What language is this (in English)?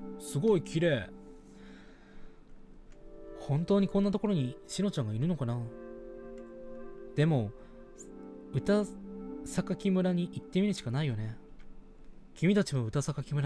Japanese